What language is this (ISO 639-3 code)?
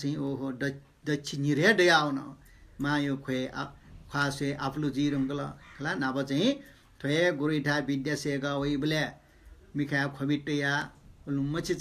new